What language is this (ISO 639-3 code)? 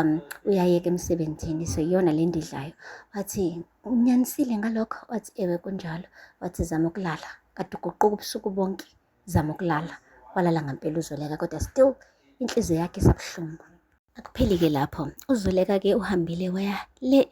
zul